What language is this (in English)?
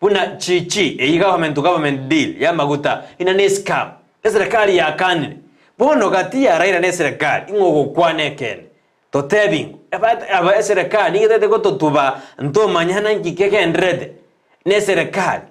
Gusii